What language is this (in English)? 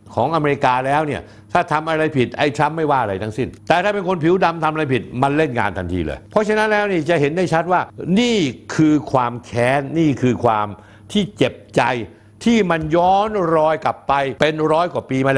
Thai